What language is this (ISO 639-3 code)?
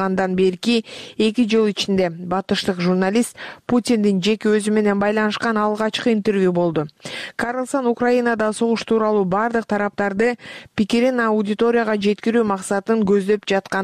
kir